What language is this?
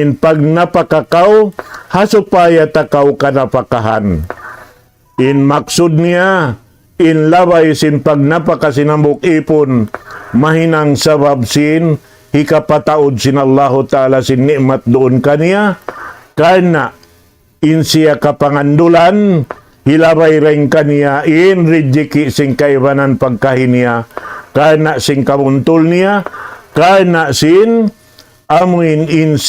Tausug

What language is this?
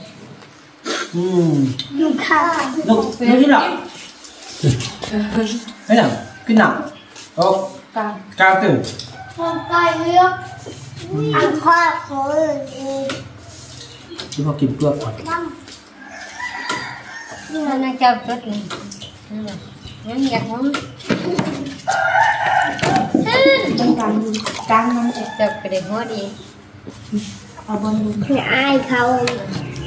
Thai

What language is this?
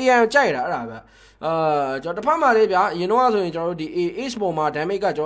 Burmese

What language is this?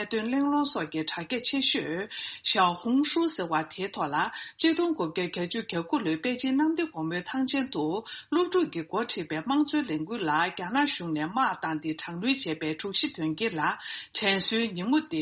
Tibetan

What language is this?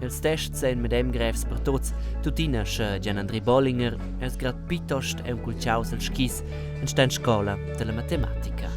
Romansh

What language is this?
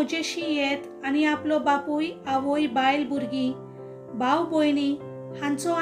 Konkani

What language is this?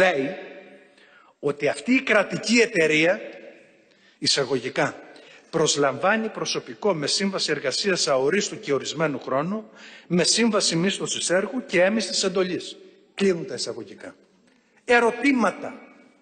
Greek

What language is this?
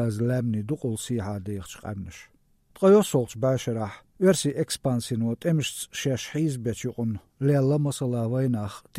Chechen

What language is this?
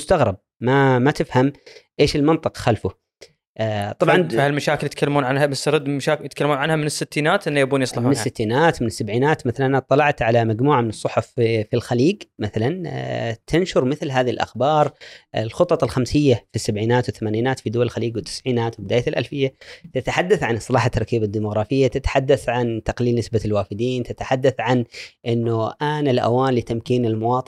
Gulf Arabic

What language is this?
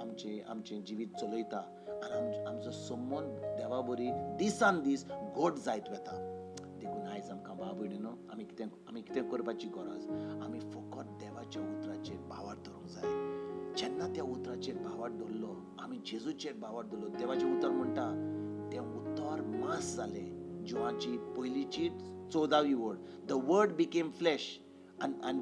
Konkani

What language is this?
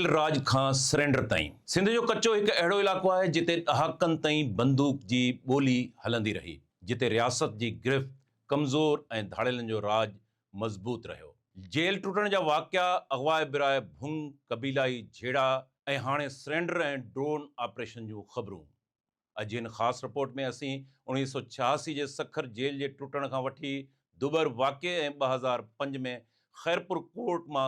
Sindhi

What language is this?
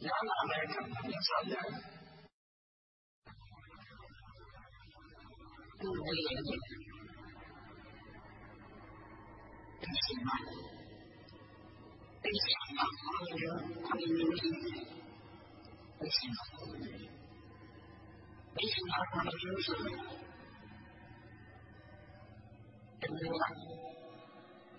Burmese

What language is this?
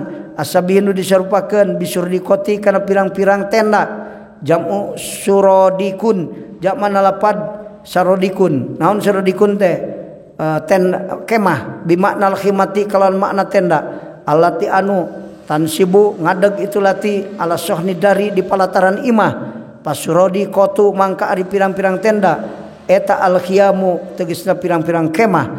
Sundanese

